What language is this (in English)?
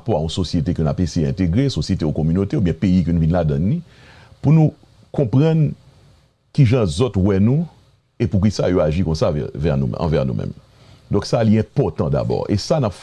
Haitian Creole